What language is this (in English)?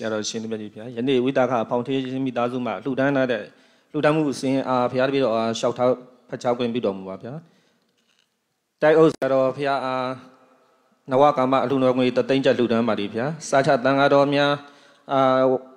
Burmese